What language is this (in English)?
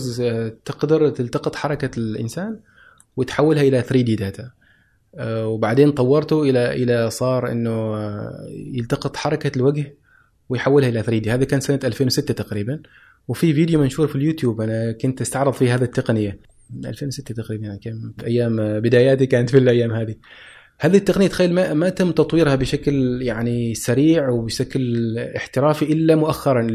Gulf Arabic